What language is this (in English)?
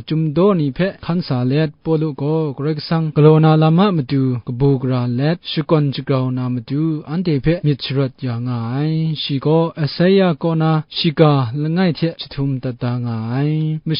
Kachin